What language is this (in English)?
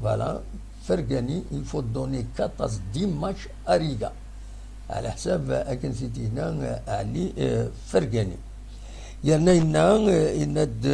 Kabyle